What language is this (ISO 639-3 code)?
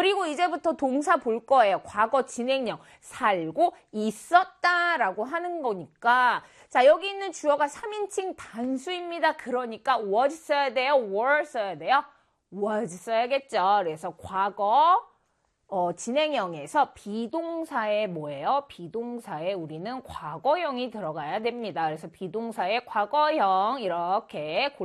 kor